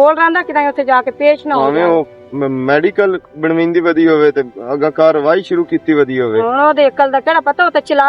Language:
Western Panjabi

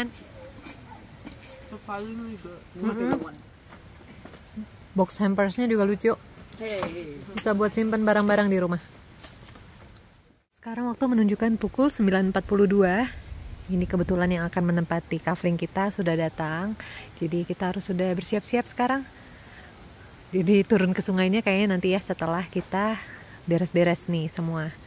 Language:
Indonesian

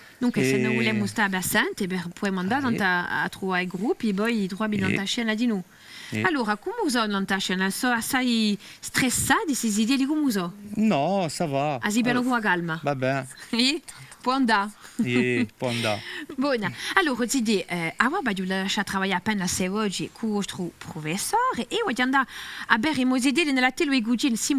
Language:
Corsican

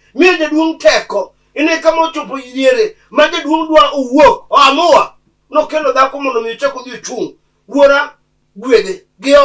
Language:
Luo (Kenya and Tanzania)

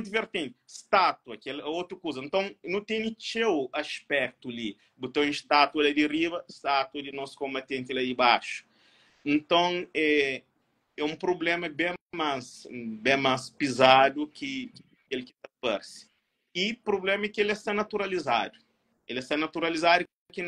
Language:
Kabuverdianu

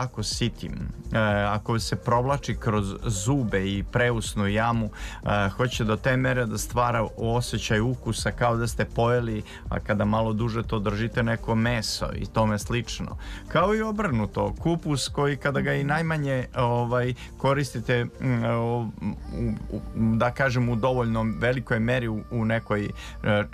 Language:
Serbian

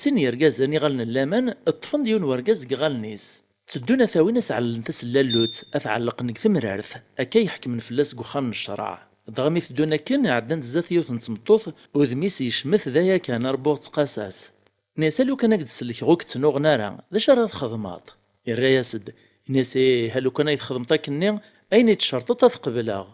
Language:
Kabyle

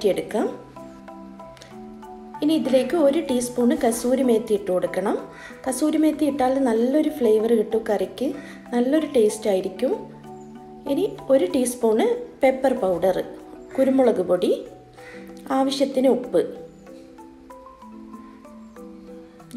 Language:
Malayalam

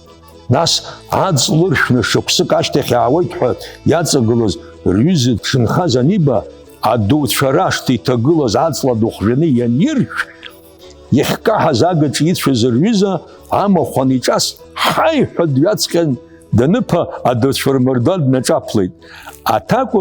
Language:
Abkhazian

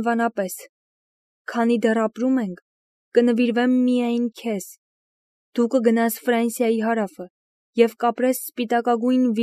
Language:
Armenian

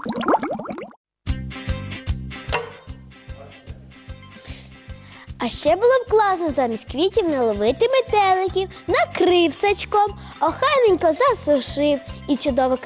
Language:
Ukrainian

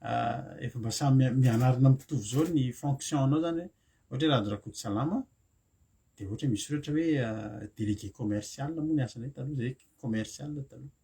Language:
Malagasy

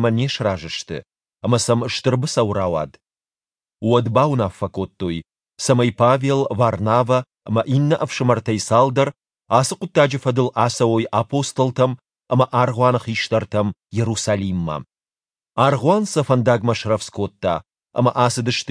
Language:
Ossetic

